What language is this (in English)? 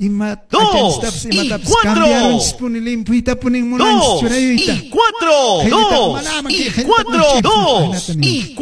Quechua